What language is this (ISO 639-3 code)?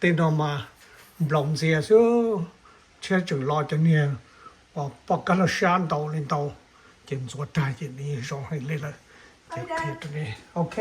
hmn